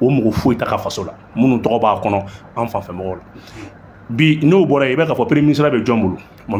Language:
Bambara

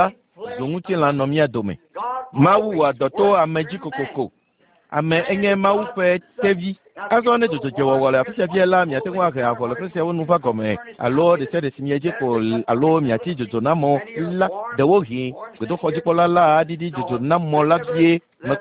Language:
Ewe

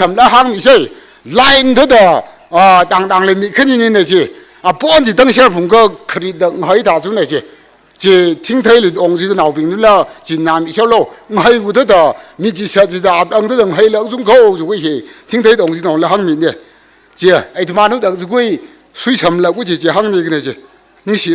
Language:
Tangkhul Naga (India)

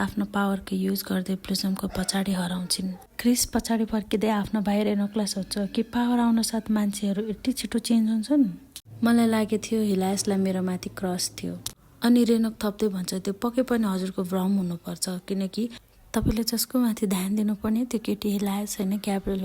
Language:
Nepali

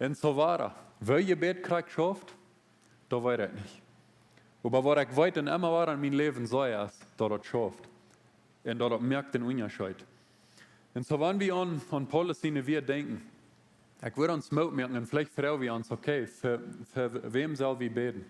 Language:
Plautdietsch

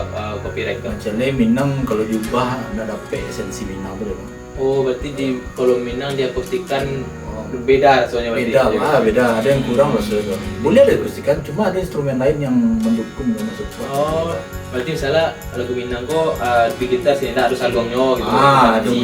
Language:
Minangkabau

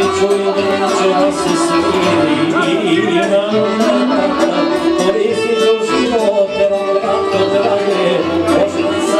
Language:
Croatian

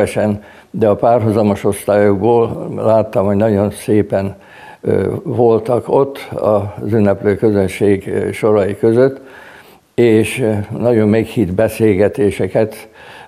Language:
Hungarian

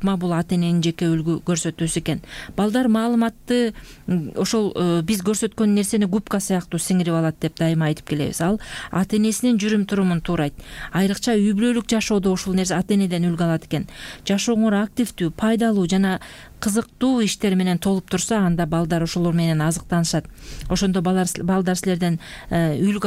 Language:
Kyrgyz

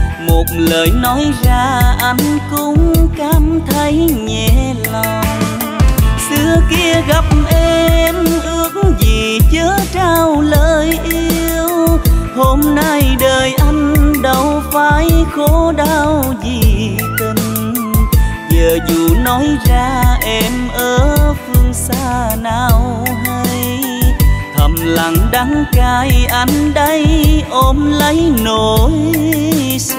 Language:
Vietnamese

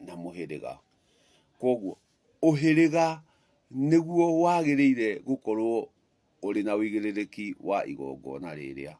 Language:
Kikuyu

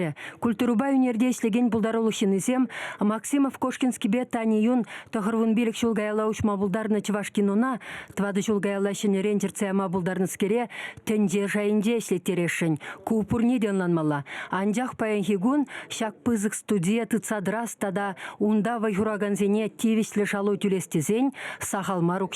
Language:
Chuvash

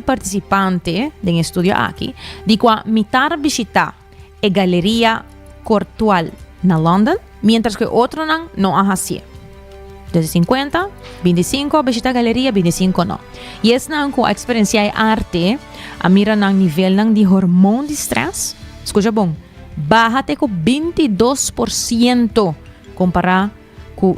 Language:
Papiamento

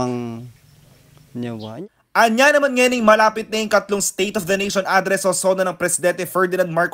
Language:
Pampanga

